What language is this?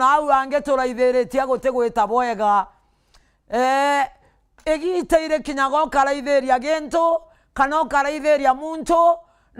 Meru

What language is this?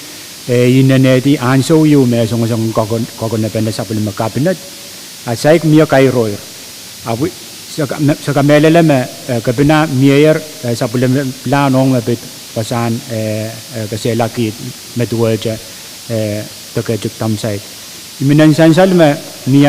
Pohnpeian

